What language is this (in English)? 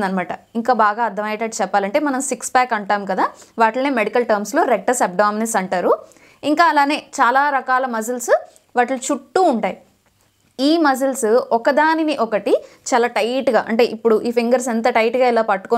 Telugu